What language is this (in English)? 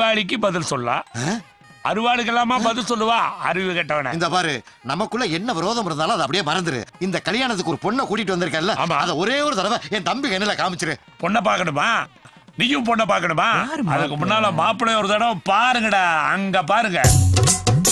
Tamil